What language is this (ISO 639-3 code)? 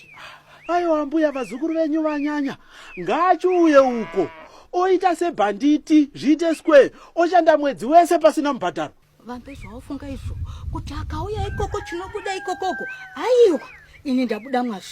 sna